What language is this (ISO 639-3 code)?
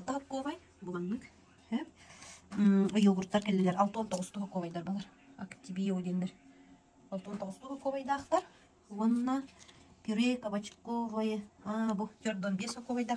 sah